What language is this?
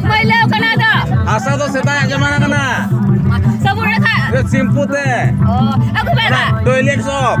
Santali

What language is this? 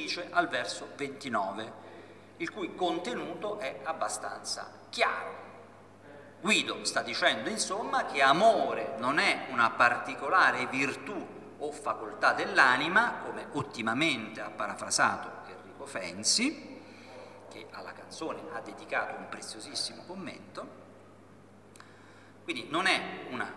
Italian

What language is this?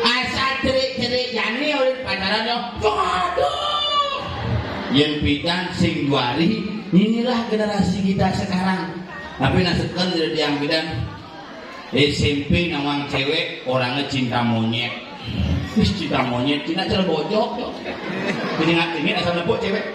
Balinese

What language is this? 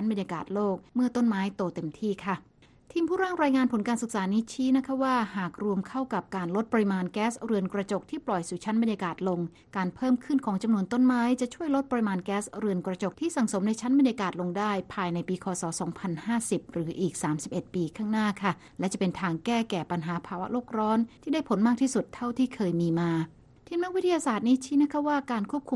Thai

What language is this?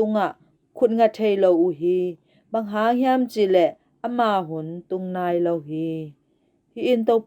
Tedim Chin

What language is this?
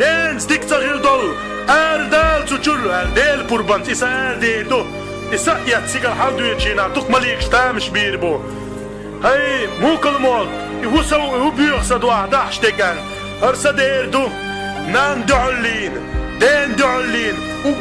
Chechen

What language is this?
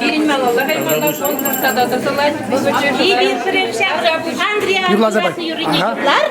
Chuvash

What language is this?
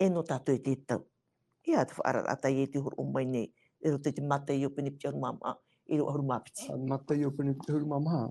Tahitian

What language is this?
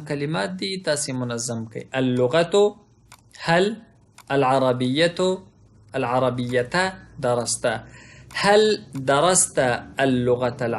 Pashto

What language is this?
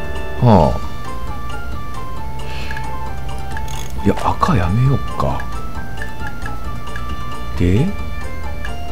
Japanese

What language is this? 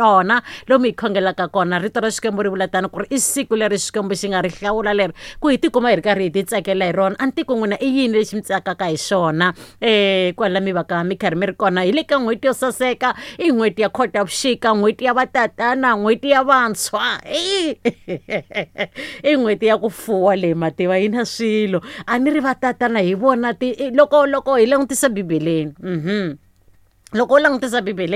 Tsonga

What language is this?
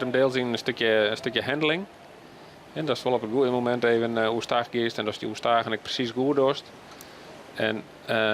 Western Frisian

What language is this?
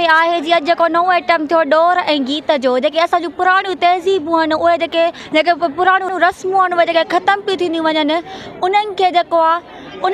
Sindhi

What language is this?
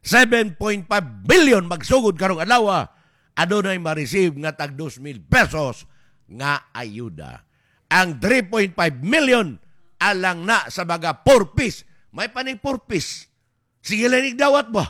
Cebuano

